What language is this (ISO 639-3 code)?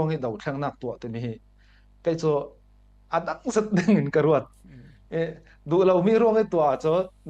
cfm